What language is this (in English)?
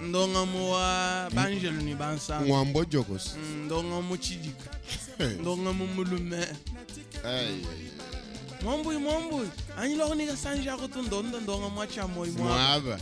Luba-Lulua